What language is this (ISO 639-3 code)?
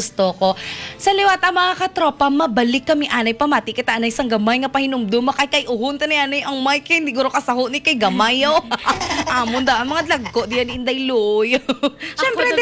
hil